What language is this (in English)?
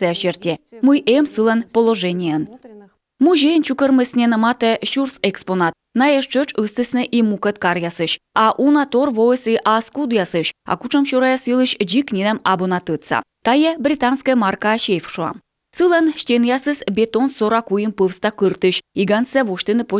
Komi